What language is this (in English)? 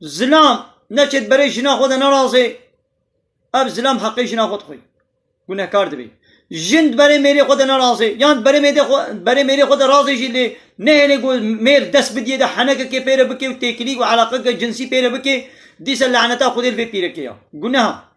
Kurdish